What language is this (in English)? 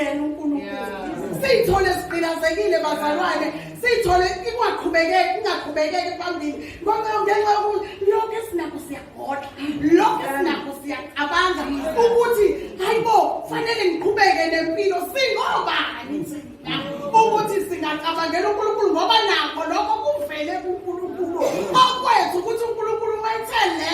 Zulu